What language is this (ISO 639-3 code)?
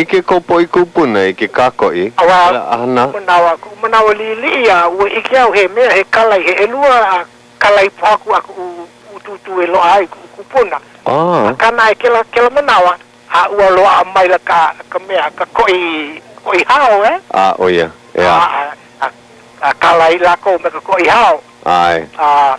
haw